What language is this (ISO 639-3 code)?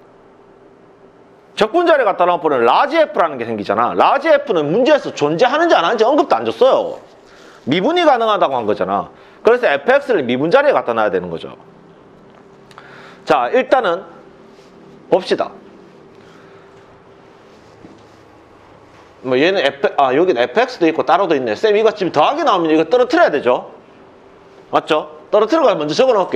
kor